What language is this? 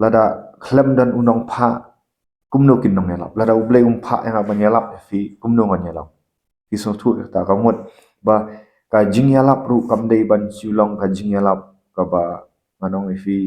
Khasi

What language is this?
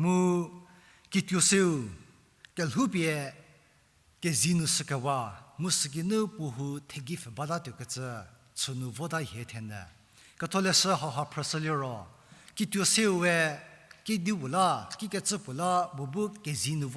Angami Naga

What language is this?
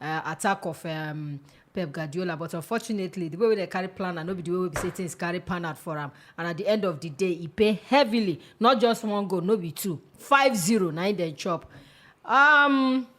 Nigerian Pidgin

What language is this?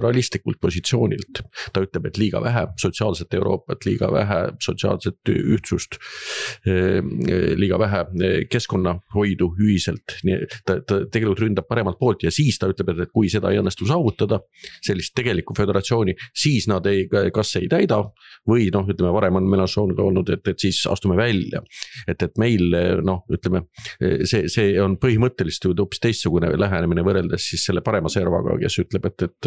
Estonian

